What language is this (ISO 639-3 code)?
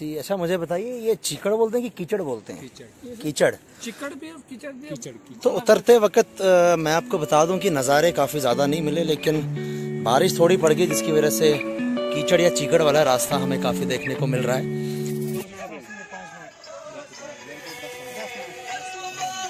hin